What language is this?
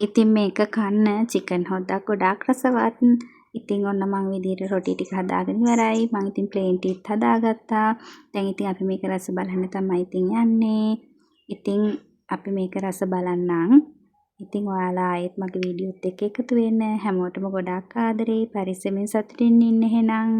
Sinhala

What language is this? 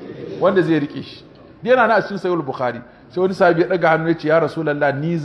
Hausa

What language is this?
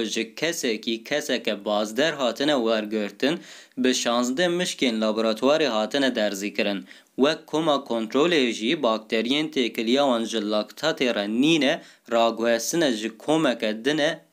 Kurdish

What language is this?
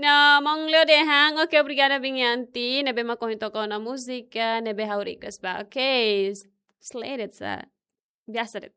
Tetum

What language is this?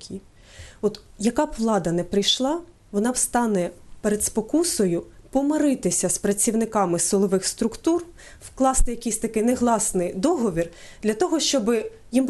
Ukrainian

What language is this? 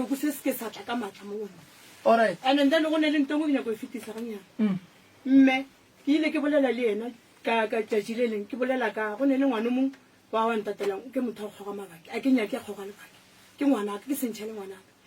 Northern Sotho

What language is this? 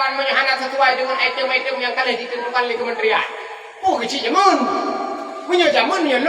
Achinese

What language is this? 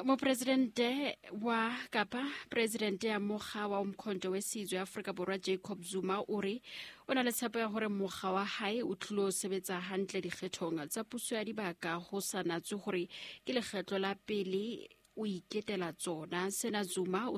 Southern Sotho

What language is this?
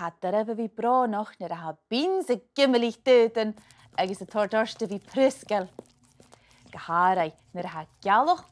Scottish Gaelic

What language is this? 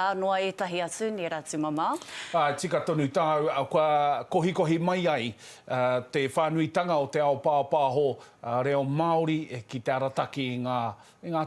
Māori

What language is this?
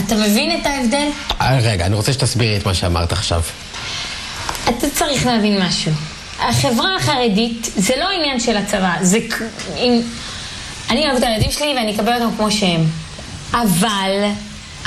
Hebrew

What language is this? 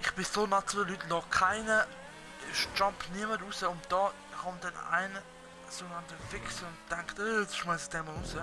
Swiss German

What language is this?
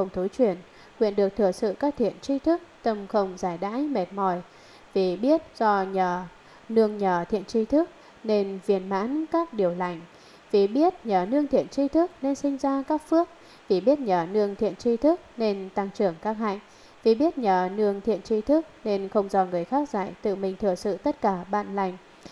Vietnamese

